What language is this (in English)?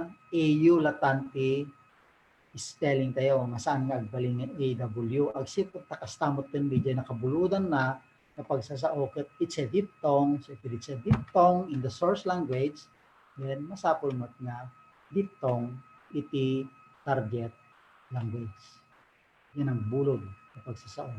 Iloko